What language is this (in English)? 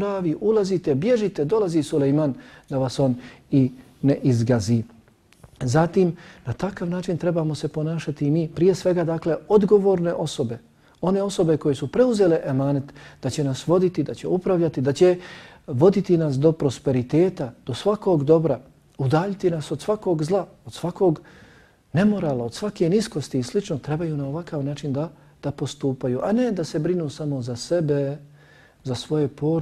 Bosnian